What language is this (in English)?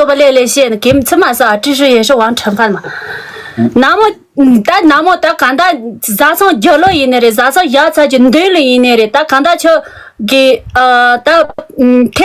Tibetan